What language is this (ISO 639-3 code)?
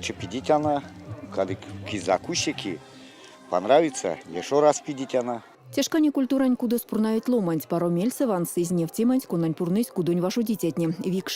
myv